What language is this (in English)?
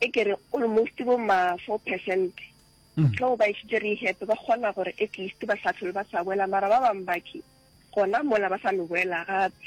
Northern Sotho